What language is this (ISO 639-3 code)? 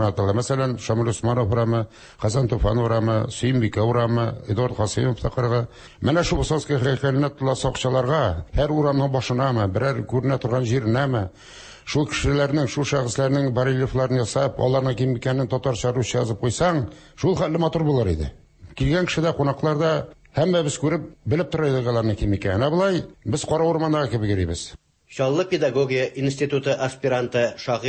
tat